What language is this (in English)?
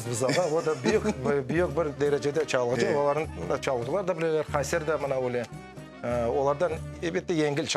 Crimean Tatar